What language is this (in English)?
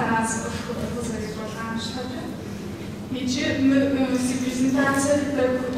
Kabardian